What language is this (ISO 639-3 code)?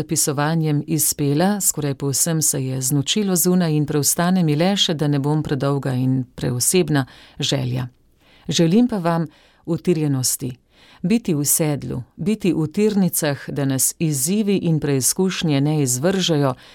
slv